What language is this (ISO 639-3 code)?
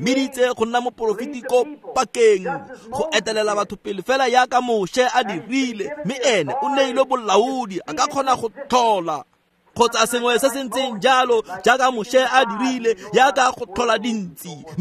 tsn